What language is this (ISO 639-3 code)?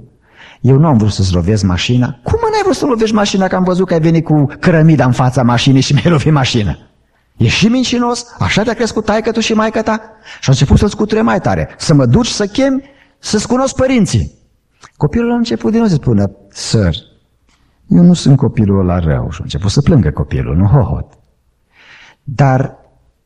ron